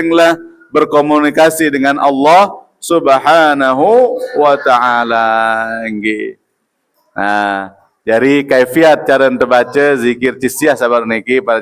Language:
Sasak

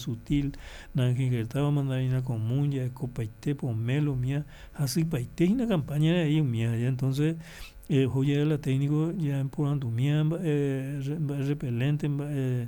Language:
Guarani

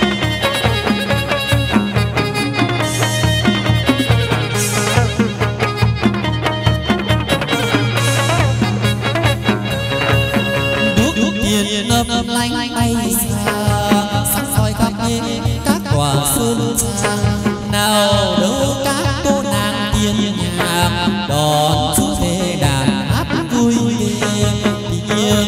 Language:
Vietnamese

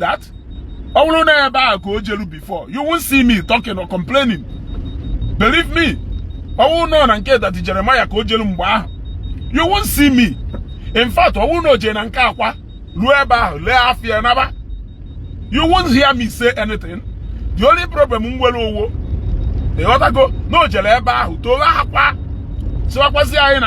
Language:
Igbo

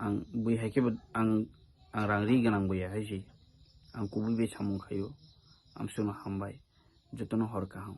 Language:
Kok Borok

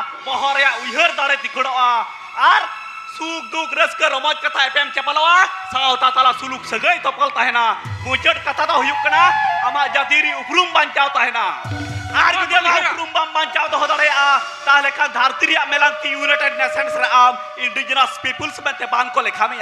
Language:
Santali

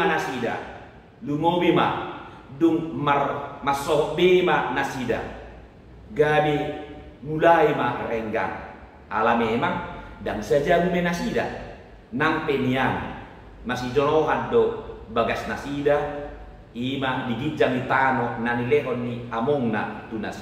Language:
Batak Toba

